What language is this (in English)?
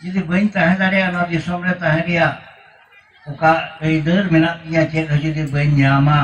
Santali